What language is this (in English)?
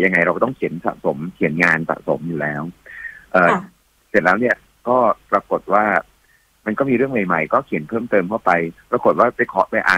Thai